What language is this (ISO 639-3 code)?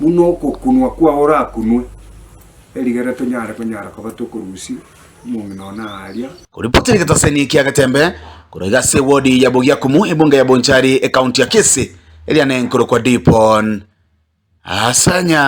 guz